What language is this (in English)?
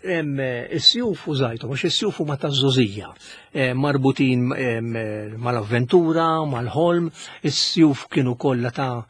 Maltese